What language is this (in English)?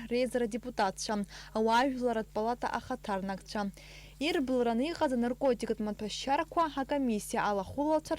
Abkhazian